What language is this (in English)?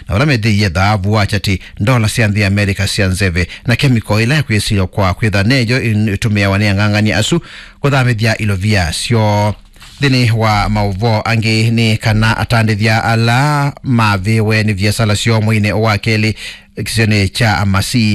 Kamba